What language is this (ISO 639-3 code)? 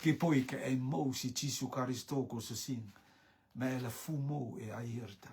rtm